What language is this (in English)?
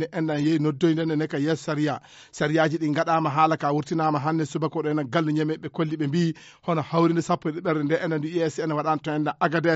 Fula